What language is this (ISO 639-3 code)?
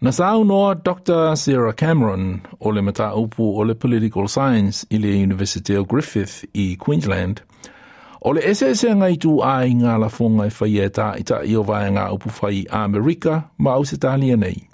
smo